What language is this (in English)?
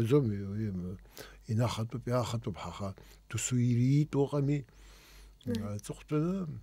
Abkhazian